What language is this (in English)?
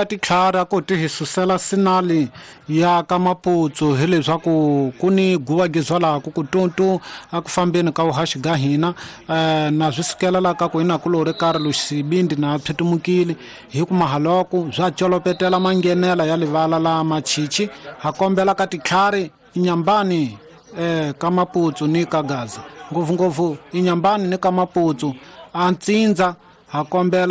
Tsonga